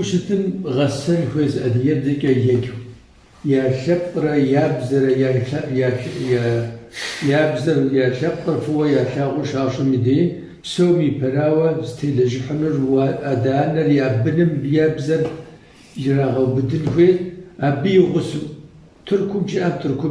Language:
Kabardian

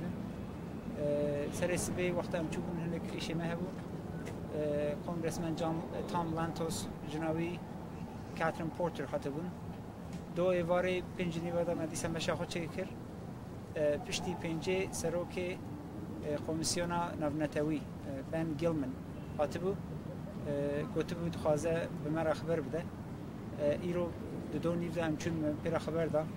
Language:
Kurdish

